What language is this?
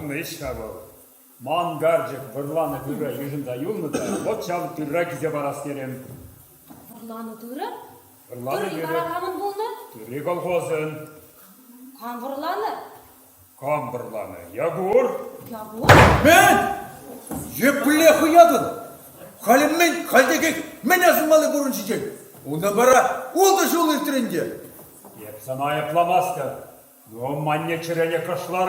Chuvash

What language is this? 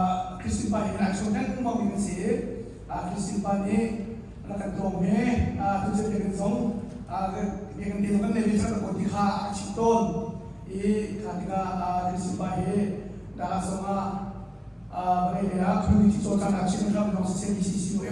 Hakha Chin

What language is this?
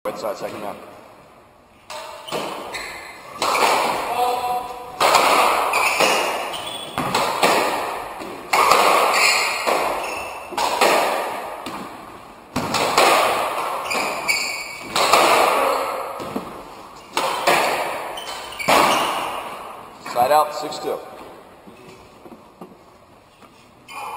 English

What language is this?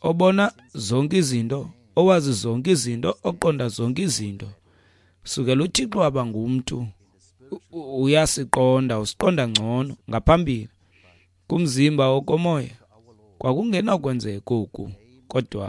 Xhosa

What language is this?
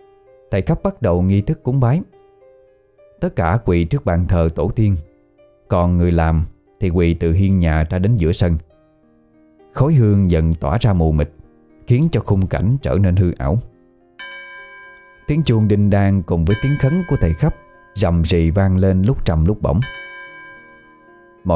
Vietnamese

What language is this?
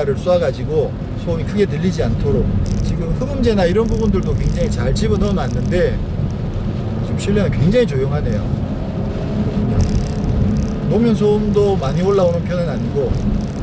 Korean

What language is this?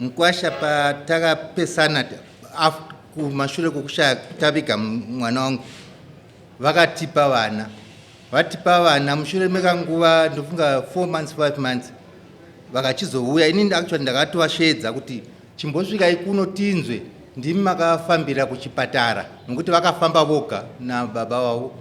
Shona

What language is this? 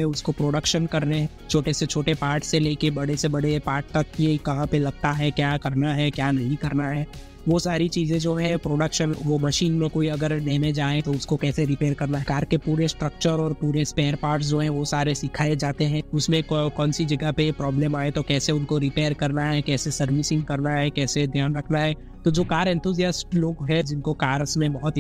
Hindi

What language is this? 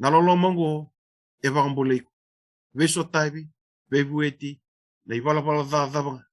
Fijian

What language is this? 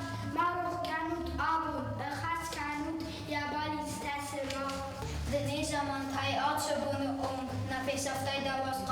Ossetic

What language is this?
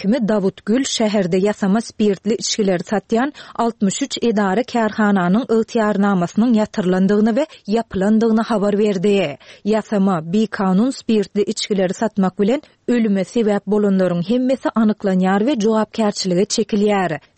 Turkmen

